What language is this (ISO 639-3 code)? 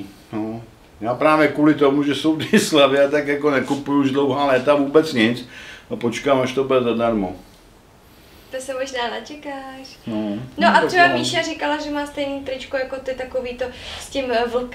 ces